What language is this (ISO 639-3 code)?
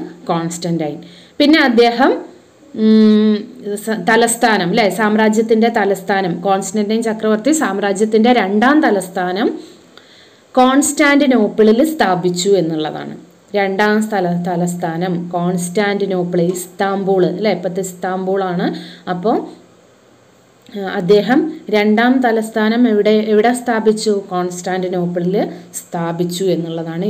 mal